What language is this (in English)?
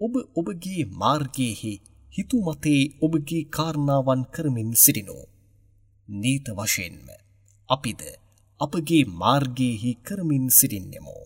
Sinhala